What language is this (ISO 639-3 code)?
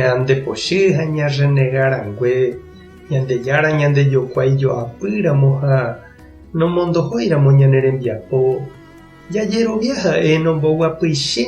grn